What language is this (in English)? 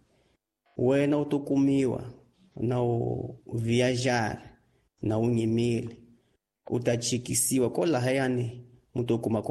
Tsonga